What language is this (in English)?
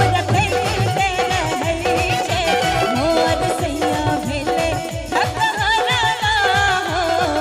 Maithili